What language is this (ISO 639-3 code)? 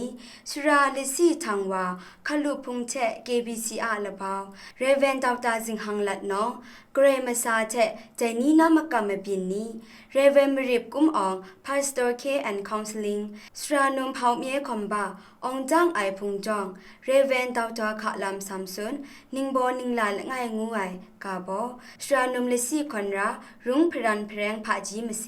kac